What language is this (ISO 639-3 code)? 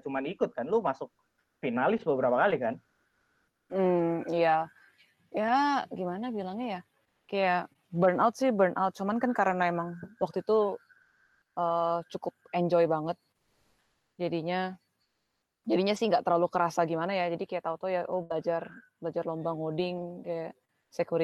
ind